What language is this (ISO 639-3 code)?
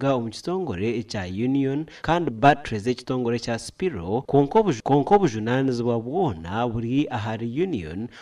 nyn